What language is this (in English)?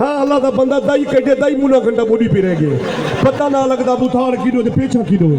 Saraiki